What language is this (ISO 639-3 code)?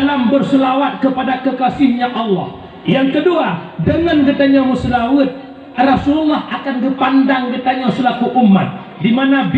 ace